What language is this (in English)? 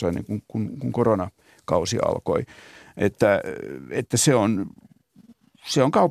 Finnish